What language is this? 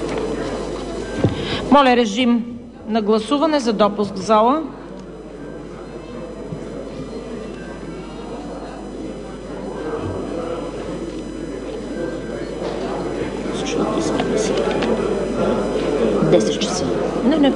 Bulgarian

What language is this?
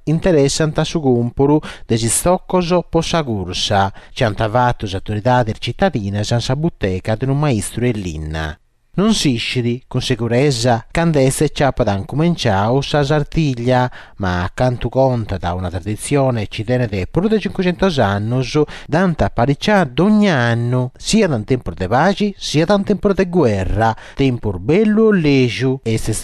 Sardinian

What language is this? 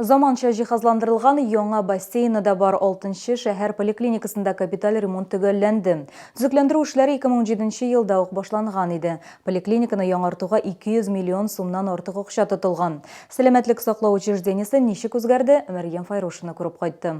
Tatar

